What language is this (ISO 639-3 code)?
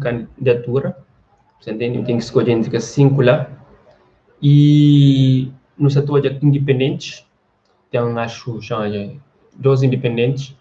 kea